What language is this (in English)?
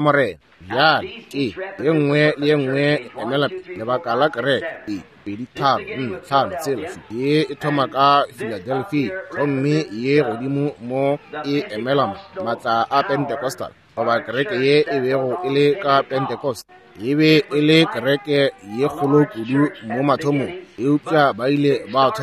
Northern Sotho